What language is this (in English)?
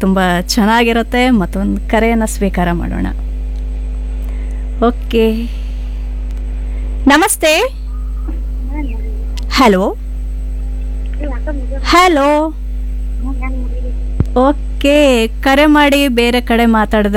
Kannada